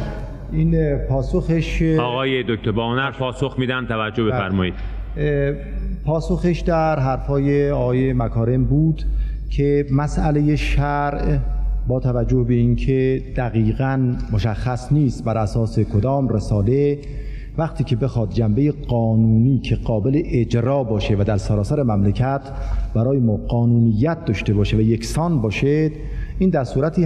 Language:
Persian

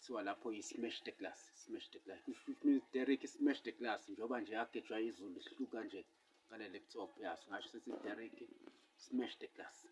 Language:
Zulu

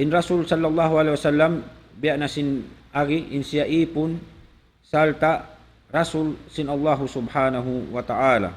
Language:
Tausug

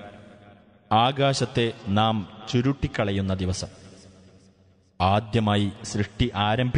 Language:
Malayalam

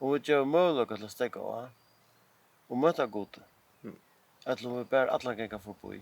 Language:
Faroese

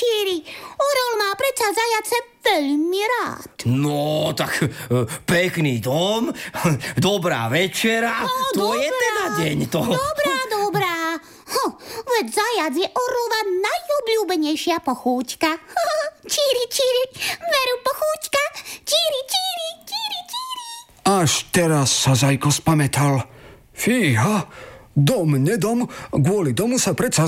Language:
Slovak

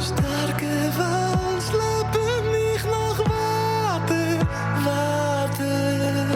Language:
Yiddish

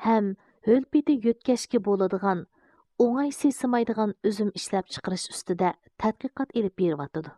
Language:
Uyghur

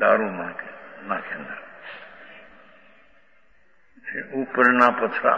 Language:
Gujarati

